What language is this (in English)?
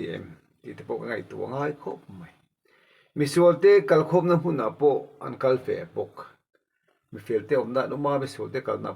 Mizo